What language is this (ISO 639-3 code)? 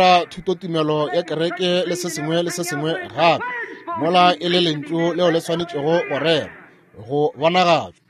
nso